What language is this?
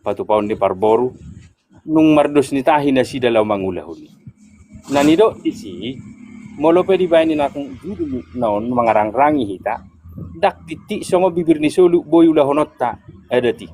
Batak Toba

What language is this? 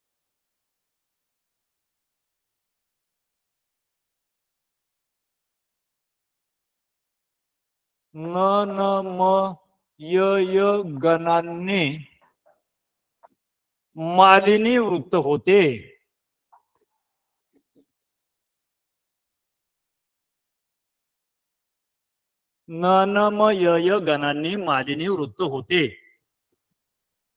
Marathi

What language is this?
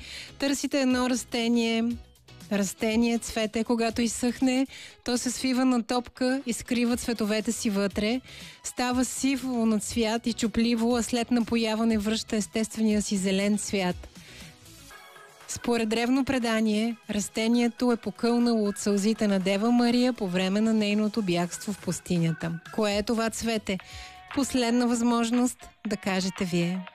Bulgarian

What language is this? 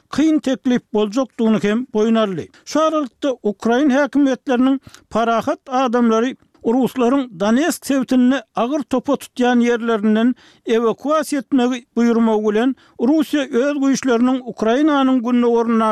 Turkmen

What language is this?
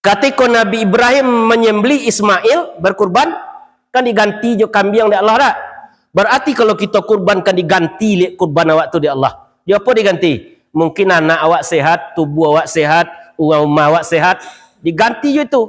Minangkabau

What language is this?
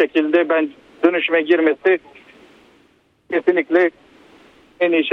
Turkish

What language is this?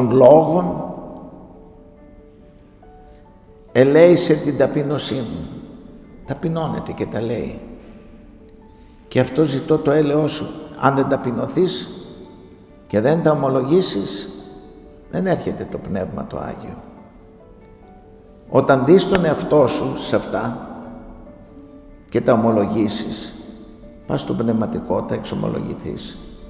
Greek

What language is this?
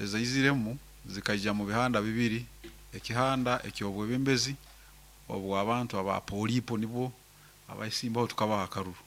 Nyankole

